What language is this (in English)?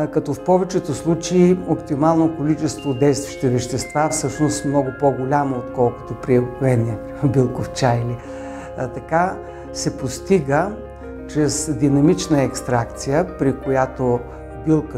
Bulgarian